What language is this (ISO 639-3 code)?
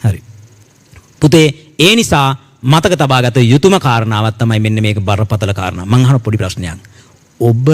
sin